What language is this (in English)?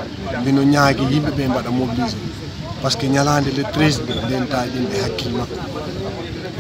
Fula